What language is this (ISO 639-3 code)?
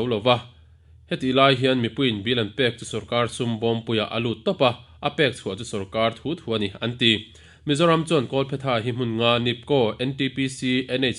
lus